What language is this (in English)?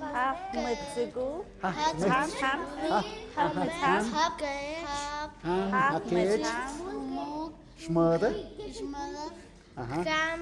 Tlahuitoltepec Mixe